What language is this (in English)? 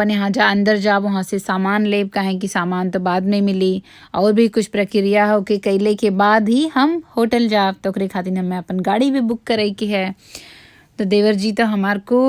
Bhojpuri